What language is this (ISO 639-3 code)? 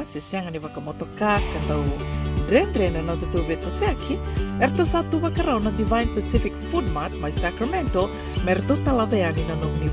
fij